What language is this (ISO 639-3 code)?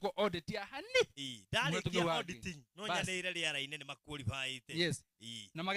kik